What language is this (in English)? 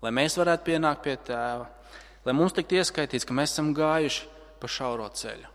Latvian